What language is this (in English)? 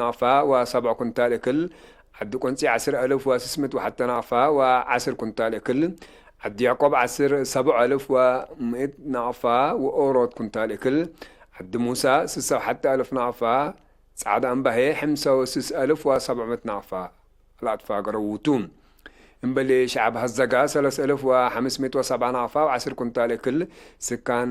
Tigre